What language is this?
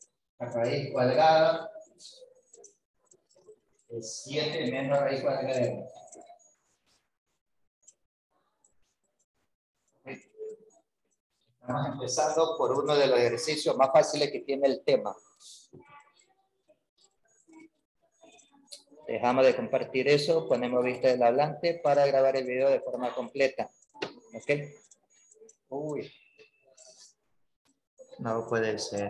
Spanish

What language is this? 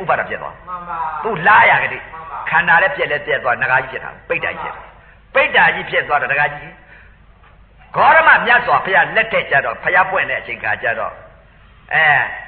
Burmese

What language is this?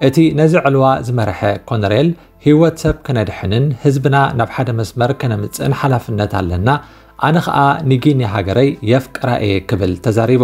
Tigrinya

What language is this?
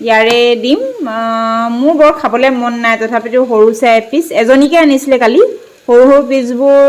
Assamese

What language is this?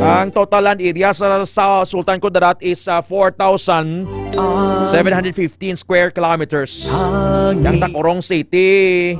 Hiligaynon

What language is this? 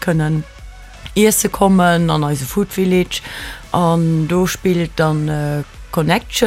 Luxembourgish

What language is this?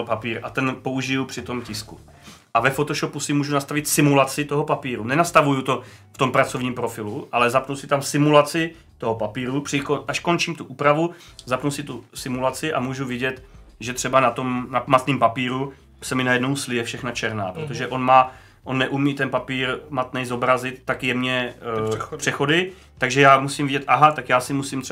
Czech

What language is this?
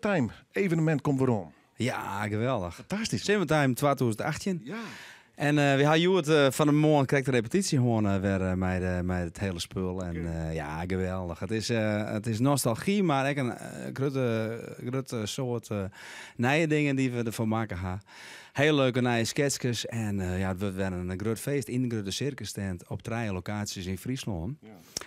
Western Frisian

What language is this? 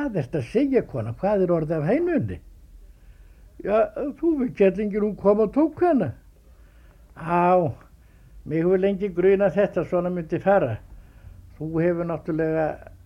Icelandic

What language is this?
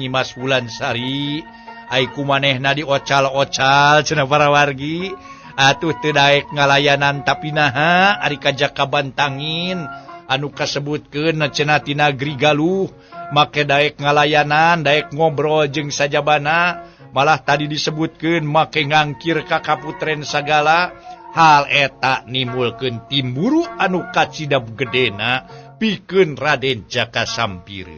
Sundanese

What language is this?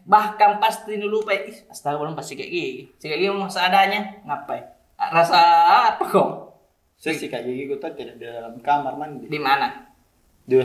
Makassar Malay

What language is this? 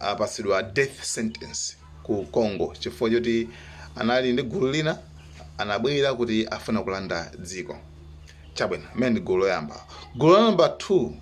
Nyanja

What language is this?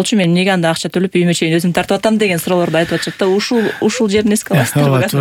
Kyrgyz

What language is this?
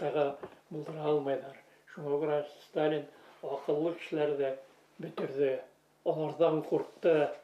Bashkir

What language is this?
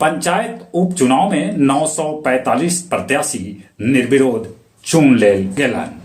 Magahi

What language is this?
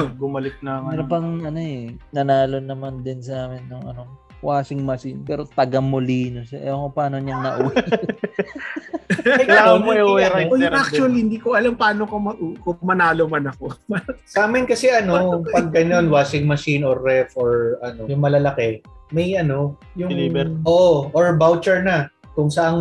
Filipino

